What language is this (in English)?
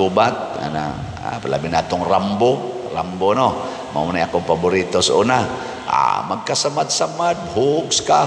Cebuano